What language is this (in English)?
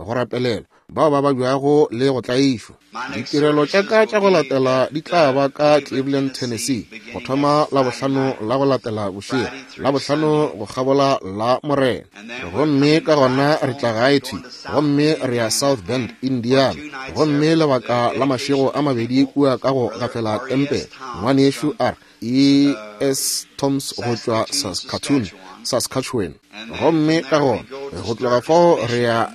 Northern Sotho